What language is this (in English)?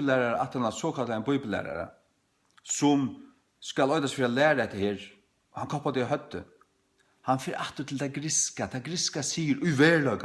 Faroese